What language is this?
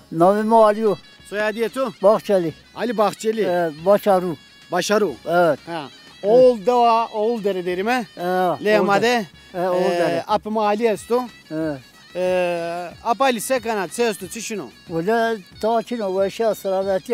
Zaza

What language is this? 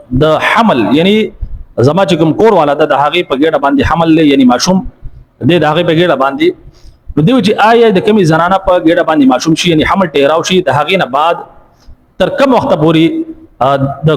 Pashto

